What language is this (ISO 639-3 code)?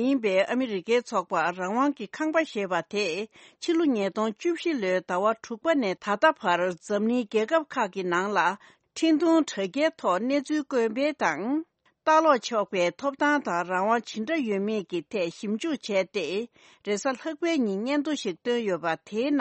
bod